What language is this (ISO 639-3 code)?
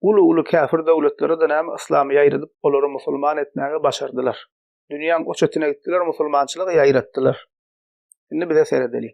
tuk